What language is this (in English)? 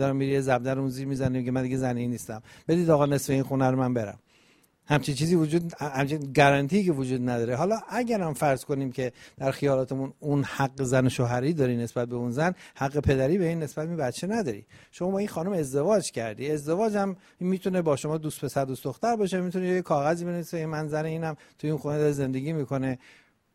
Persian